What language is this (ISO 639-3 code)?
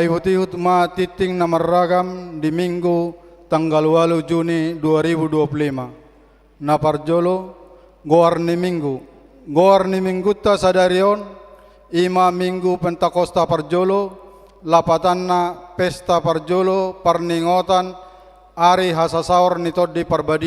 bbc